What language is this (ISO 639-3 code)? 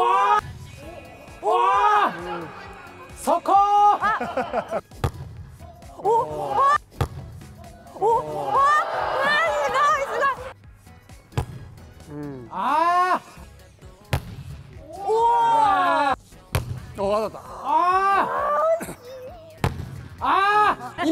jpn